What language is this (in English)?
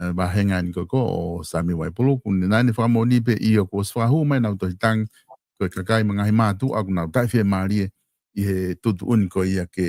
Tongan